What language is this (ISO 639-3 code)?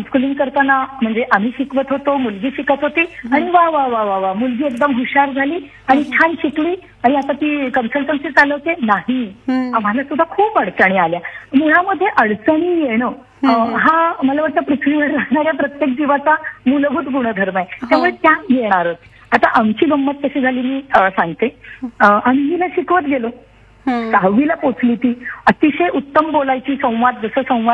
mar